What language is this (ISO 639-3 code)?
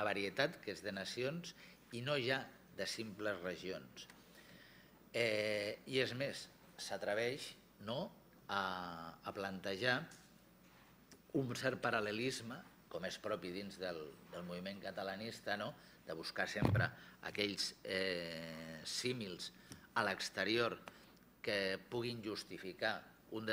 cat